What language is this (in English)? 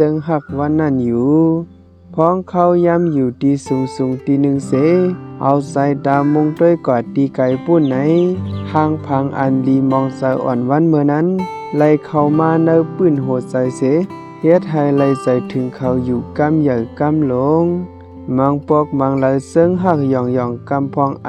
Shan